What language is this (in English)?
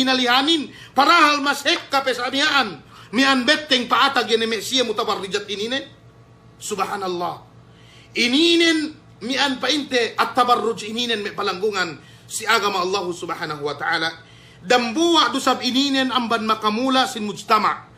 Yakan